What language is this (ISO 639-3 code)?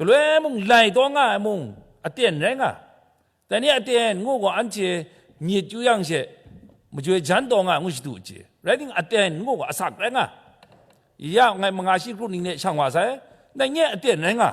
kac